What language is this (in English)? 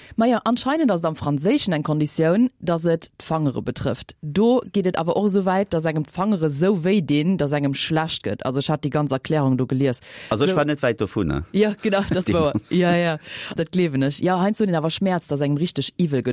Luxembourgish